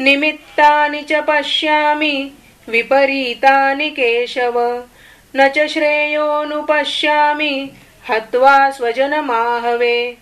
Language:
Sanskrit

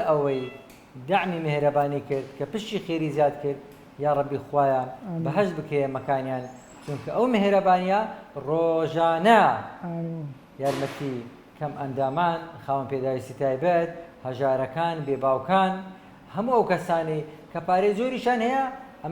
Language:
Central Kurdish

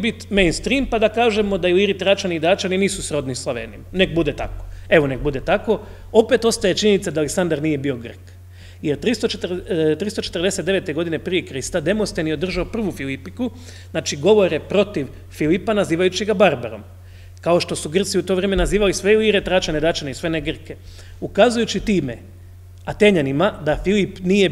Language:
Croatian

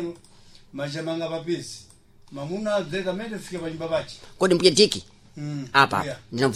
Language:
Sena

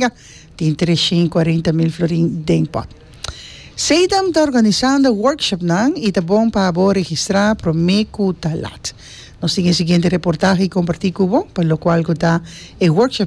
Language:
Papiamento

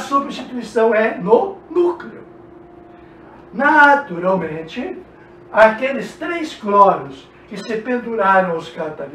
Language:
Portuguese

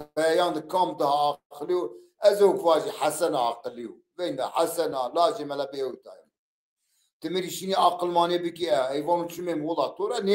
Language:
Zaza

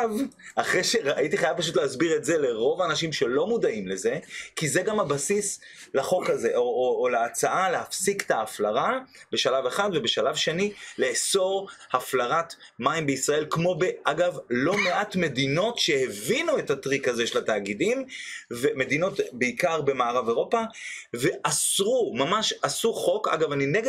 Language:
Hebrew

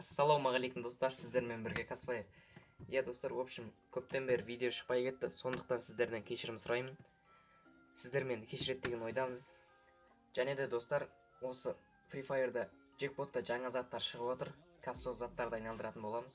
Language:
Kazakh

